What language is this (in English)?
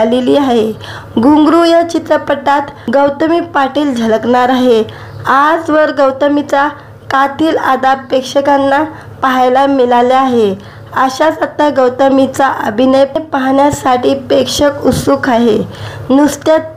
Marathi